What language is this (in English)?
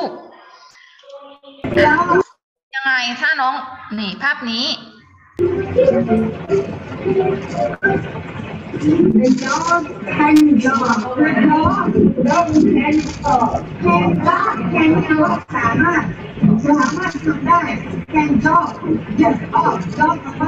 Thai